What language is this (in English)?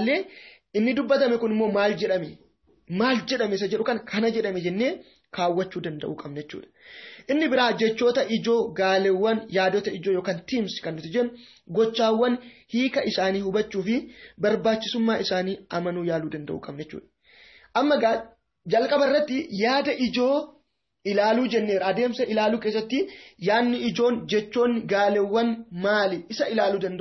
Oromo